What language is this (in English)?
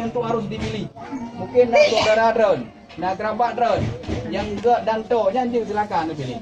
Achinese